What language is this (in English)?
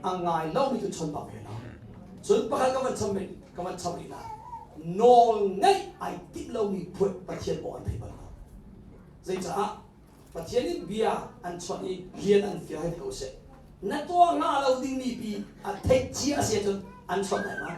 Hakha Chin